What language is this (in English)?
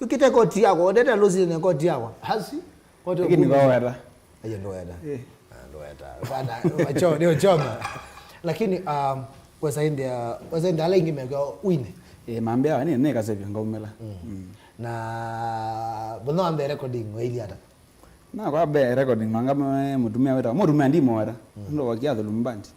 Kamba